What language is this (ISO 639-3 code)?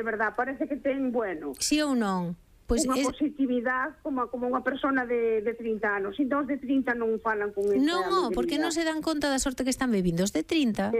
glg